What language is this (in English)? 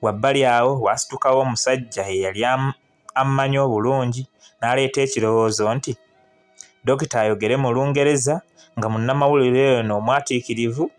Ganda